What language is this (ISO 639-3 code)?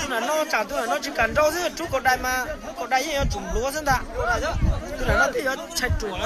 hmn